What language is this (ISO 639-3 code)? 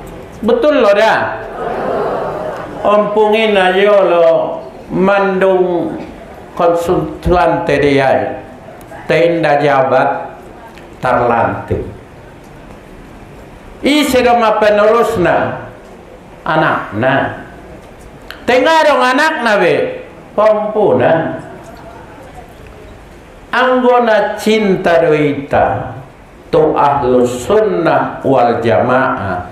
btm